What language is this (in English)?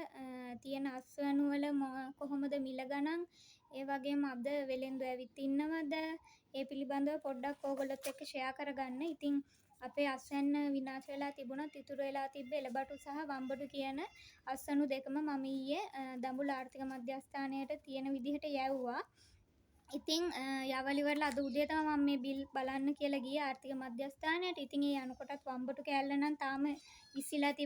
Sinhala